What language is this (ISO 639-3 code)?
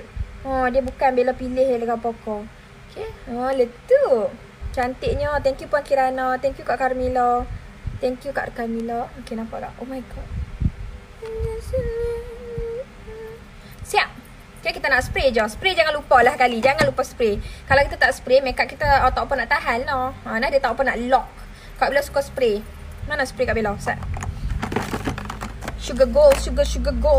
msa